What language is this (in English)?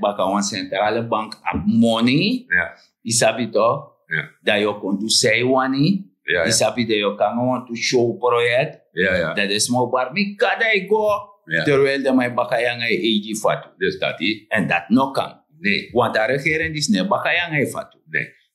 Sranan Tongo